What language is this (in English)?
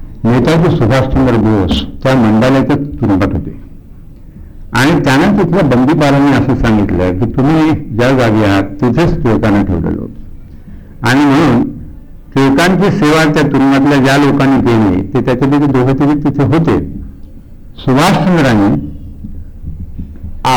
Marathi